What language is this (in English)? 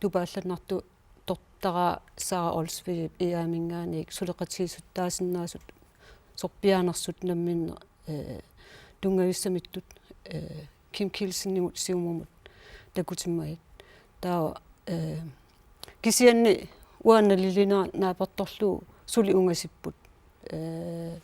Kalaallisut